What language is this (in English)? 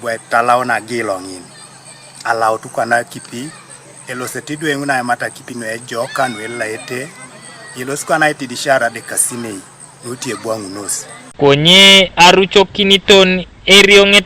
Teso